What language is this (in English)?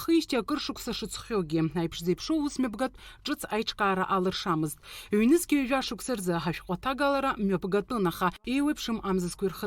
Abkhazian